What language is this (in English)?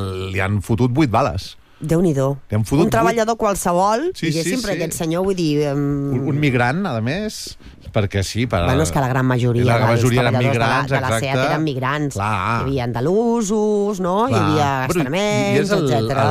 Catalan